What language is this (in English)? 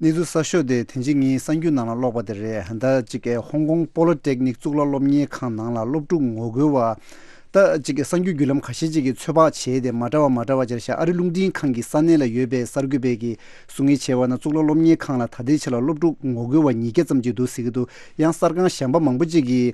Tibetan